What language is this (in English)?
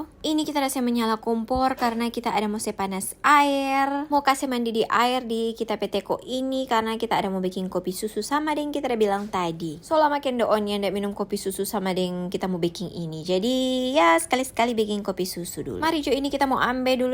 Manado Malay